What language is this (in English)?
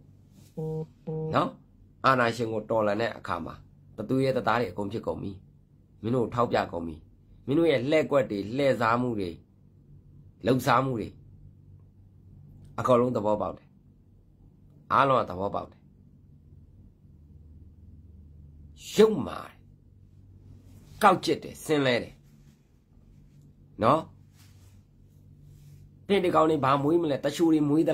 Burmese